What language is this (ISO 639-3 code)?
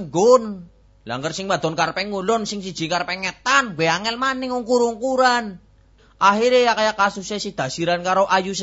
jav